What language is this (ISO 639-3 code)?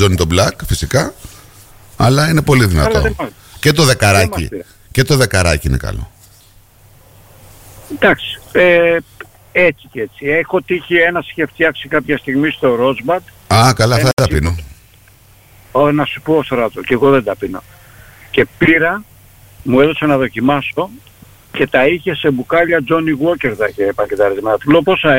ell